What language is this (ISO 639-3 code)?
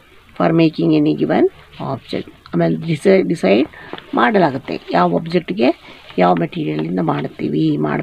kan